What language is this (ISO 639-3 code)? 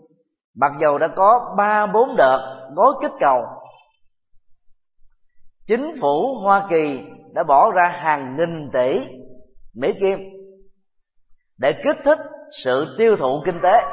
vie